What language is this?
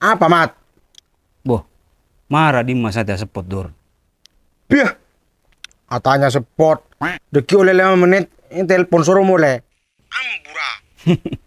Madurese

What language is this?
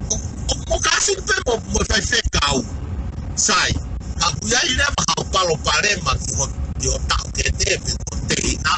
Tongan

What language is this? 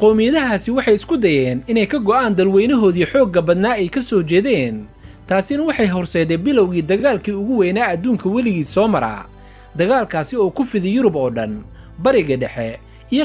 Somali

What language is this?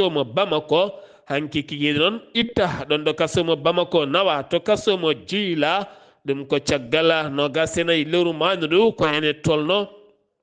Fula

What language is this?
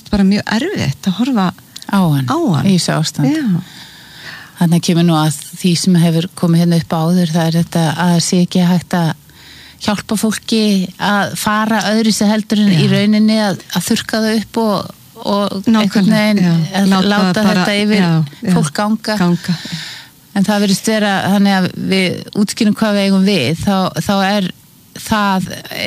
Icelandic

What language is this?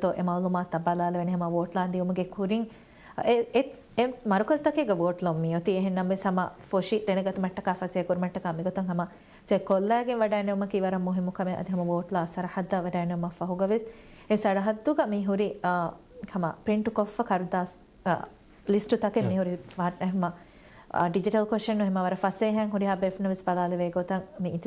Divehi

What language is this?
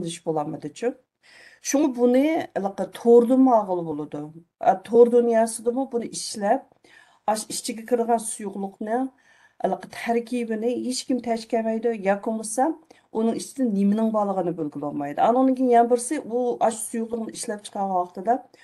Uyghur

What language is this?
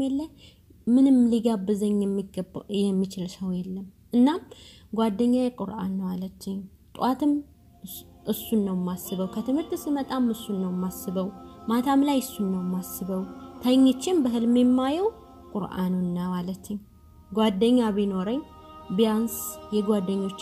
Amharic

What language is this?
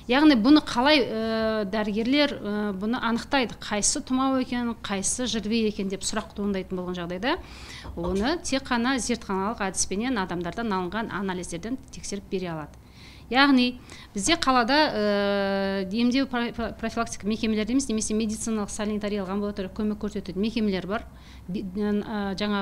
Kazakh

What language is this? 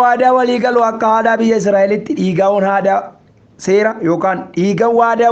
Oromo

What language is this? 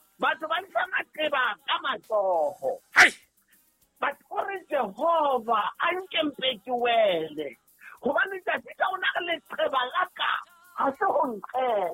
Southern Sotho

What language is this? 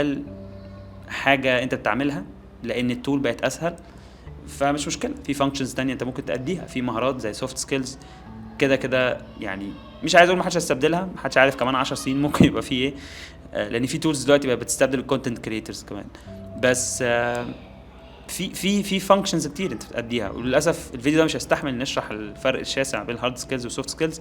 Egyptian Arabic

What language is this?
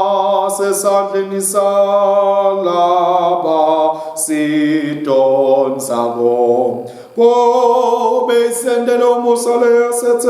Swati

